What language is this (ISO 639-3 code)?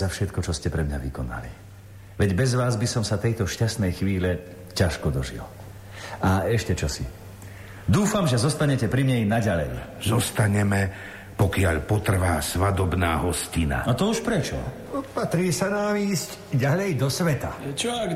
slk